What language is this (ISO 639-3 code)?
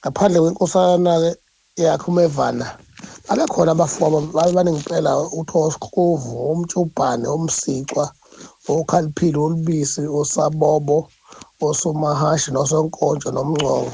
zul